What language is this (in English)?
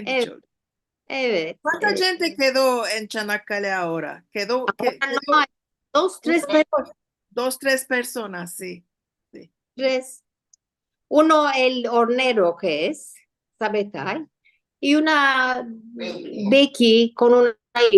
Ladino